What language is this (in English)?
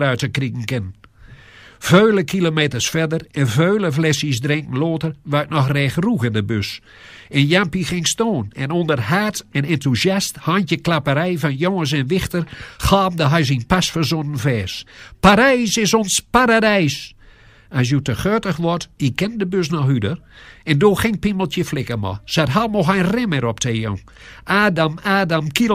Gronings